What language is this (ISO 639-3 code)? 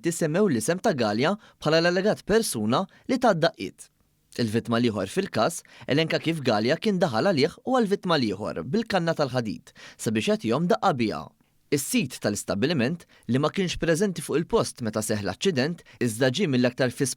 mlt